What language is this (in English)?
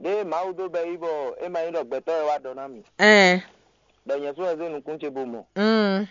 Fon